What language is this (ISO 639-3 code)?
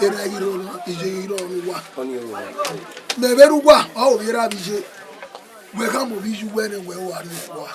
bin